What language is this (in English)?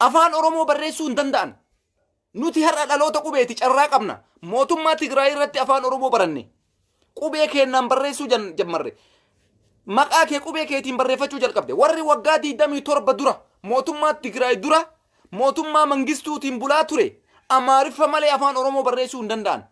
Oromo